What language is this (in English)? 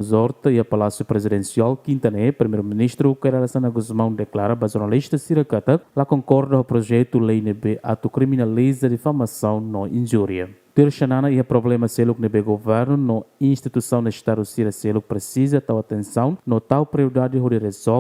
Tetum